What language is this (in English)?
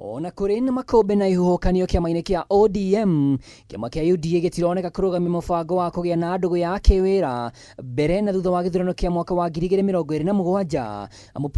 Kikuyu